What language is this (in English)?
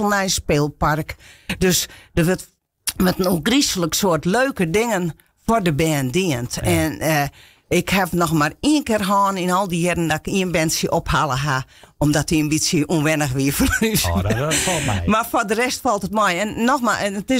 Western Frisian